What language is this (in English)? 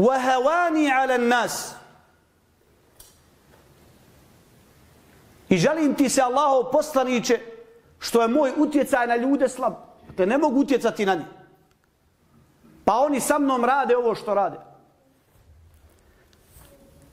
Bosnian